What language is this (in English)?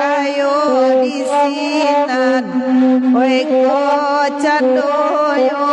Minangkabau